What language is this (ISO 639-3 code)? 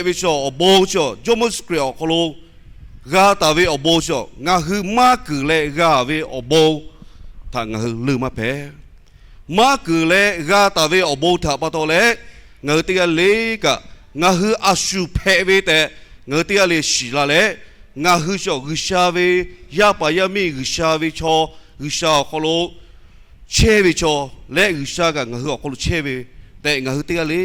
lhu